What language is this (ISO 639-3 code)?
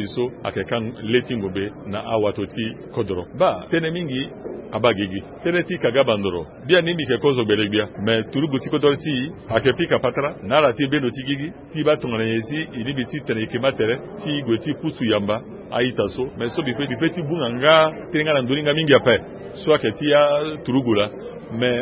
sag